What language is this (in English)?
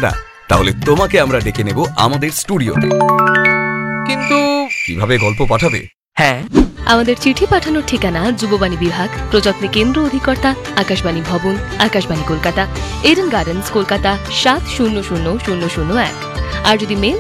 Bangla